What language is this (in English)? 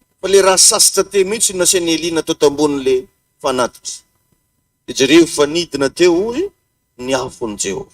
Malagasy